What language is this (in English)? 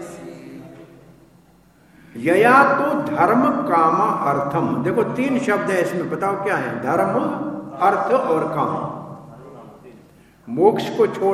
Hindi